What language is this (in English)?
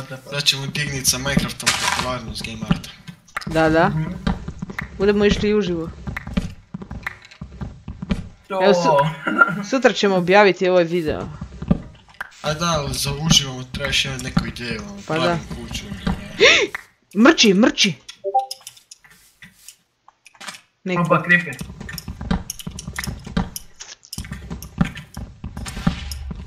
Croatian